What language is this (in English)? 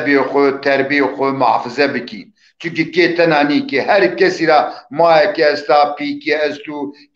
Zaza